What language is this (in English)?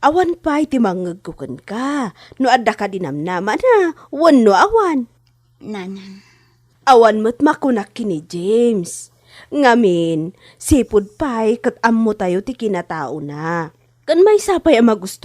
Iloko